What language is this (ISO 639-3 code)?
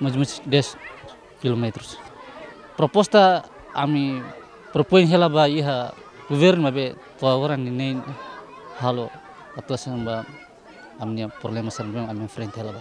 tet